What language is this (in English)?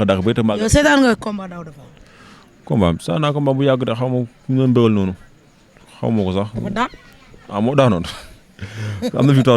Wolof